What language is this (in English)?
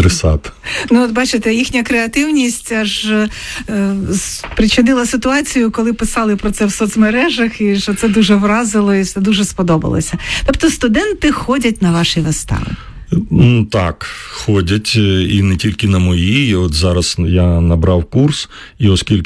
Ukrainian